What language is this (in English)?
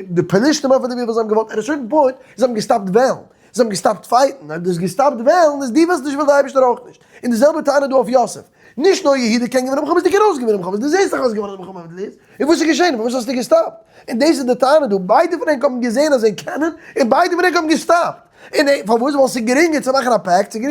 Yiddish